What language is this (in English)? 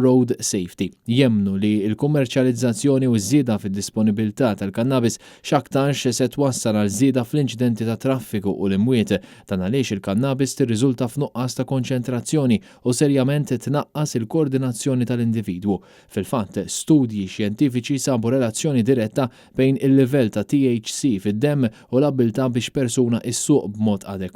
Maltese